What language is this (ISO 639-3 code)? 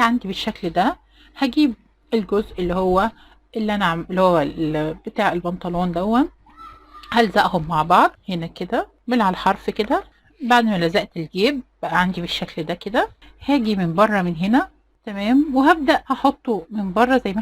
arz